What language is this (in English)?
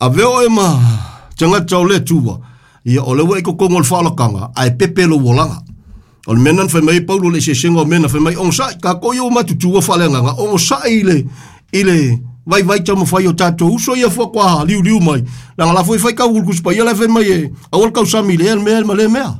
Samoan